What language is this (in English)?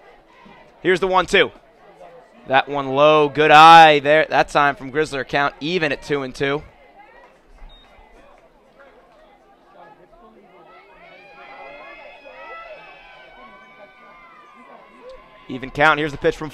English